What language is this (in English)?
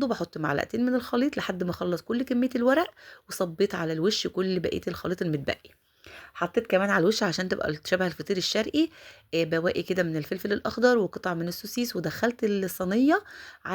Egyptian Arabic